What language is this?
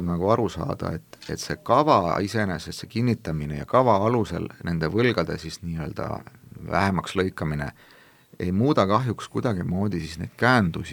Estonian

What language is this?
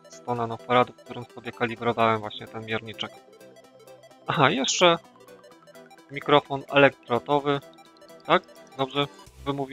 Polish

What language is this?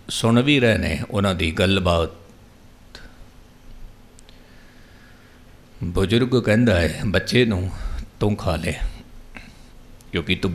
Punjabi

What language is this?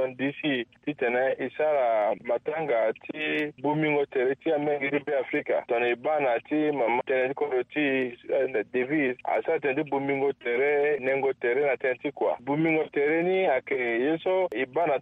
Sango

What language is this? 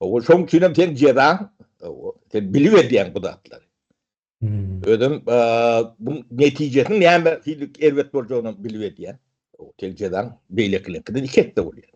Turkmen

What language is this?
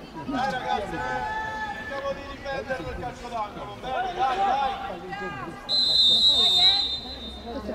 Italian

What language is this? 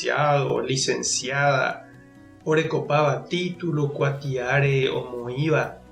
Guarani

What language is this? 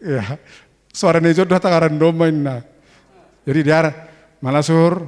Batak Simalungun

